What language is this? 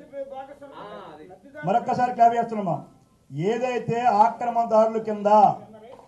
Telugu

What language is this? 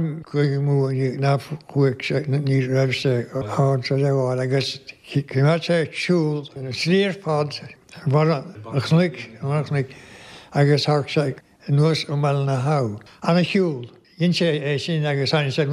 Irish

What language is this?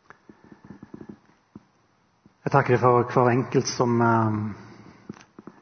Norwegian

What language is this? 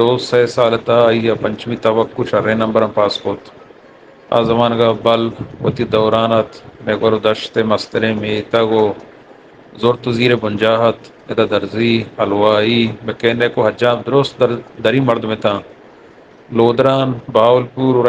Eastern Balochi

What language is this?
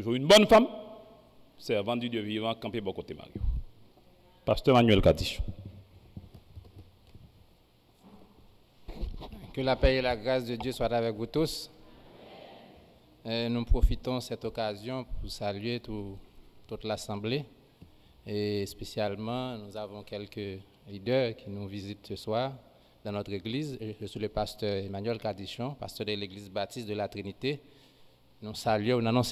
French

